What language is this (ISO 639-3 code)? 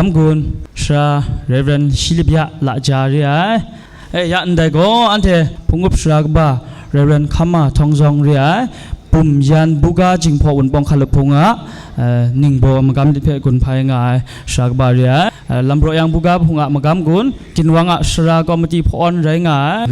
kac